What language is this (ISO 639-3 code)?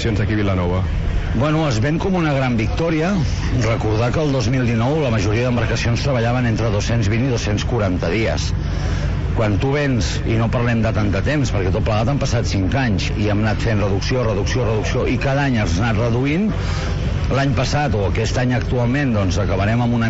cat